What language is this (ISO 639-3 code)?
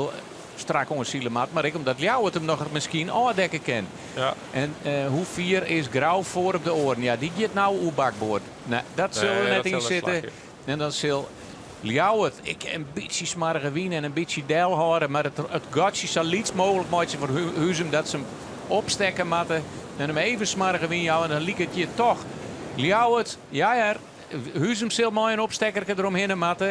fry